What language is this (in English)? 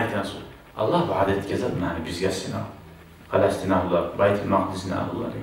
Kumyk